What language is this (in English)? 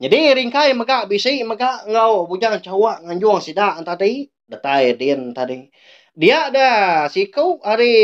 Iban